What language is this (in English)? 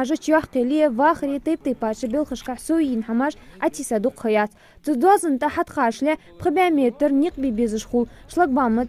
Ingush